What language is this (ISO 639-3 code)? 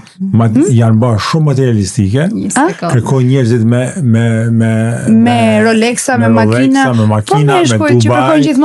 sqi